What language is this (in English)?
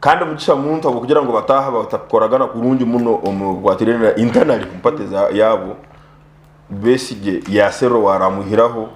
Nyankole